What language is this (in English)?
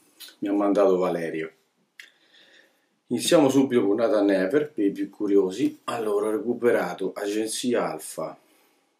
Italian